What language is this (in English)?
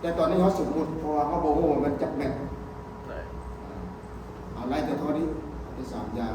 Lao